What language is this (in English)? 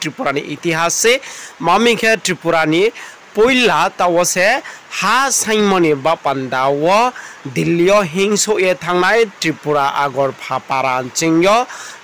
Riang (India)